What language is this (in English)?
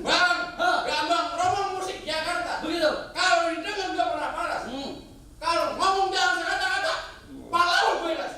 Betawi